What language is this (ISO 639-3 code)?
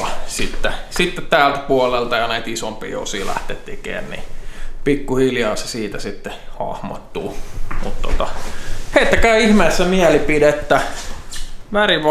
fin